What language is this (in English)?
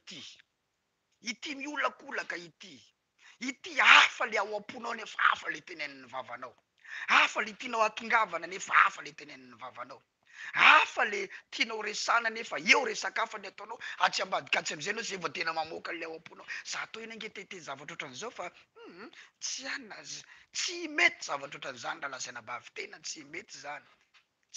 Malagasy